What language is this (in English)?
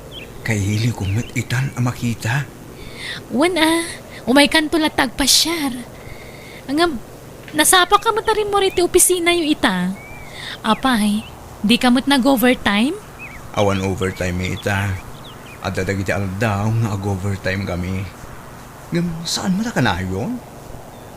Iloko